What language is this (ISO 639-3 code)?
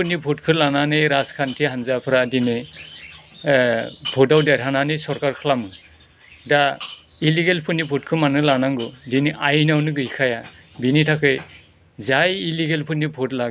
brx